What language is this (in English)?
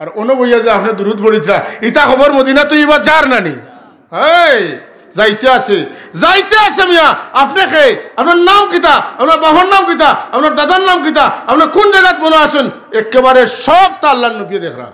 Sylheti